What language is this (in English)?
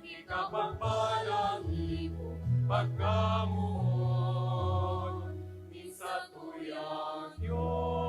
Bikol